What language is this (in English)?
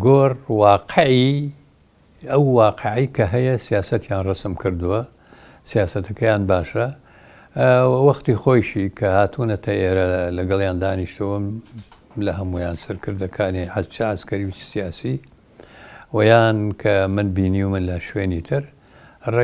Central Kurdish